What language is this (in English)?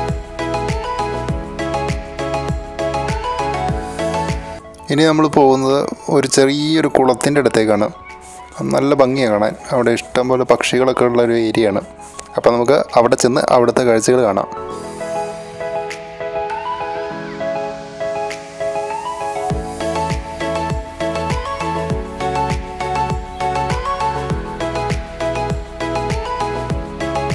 Malayalam